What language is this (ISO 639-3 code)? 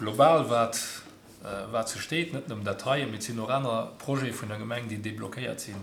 ltz